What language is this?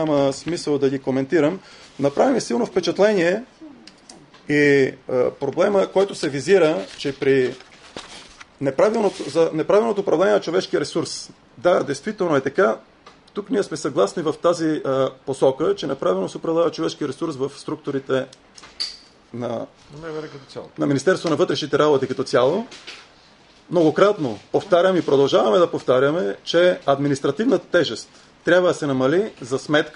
Bulgarian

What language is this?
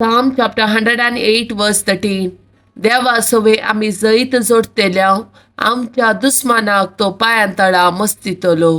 Konkani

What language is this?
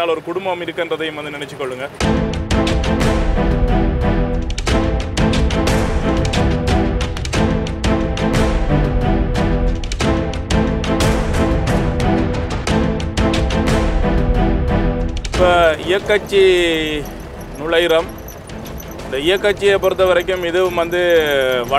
Tamil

